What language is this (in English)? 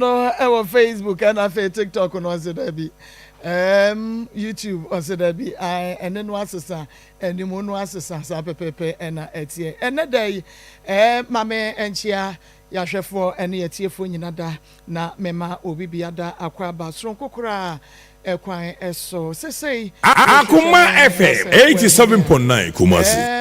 Akan